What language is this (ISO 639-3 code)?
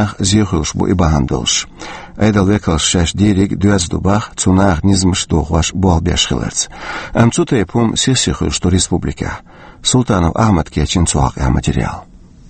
che